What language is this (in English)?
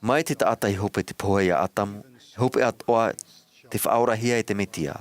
Tahitian